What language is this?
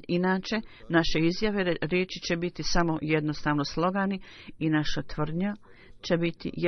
Bosnian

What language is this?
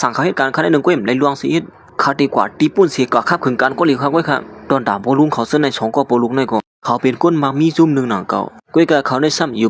Shan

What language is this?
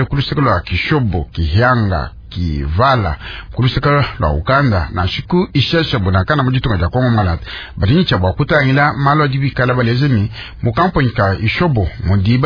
Luba-Lulua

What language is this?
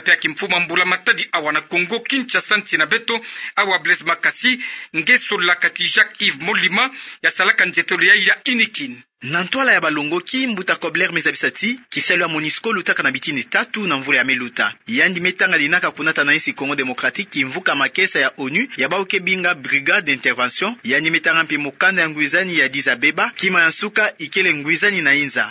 Kituba (Democratic Republic of Congo)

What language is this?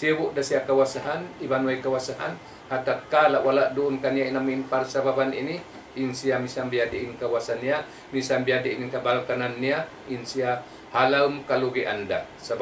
Tausug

